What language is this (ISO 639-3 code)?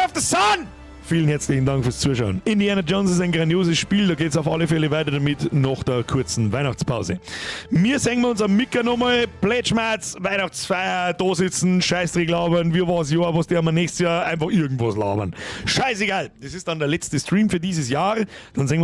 bar